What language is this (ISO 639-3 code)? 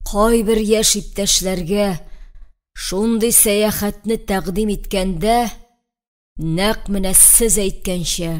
tat